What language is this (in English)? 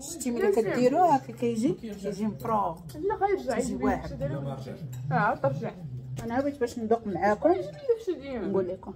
Moroccan Arabic